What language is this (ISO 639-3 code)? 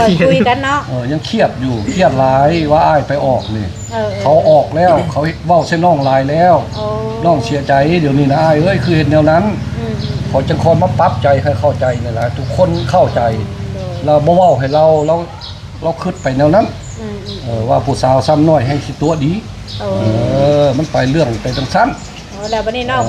tts